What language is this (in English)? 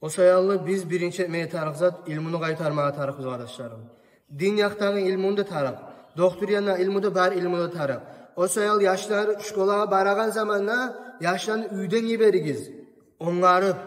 Kumyk